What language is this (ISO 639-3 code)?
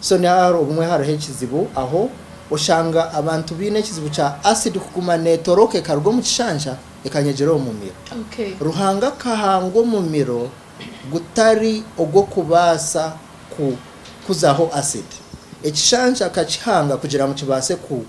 nyn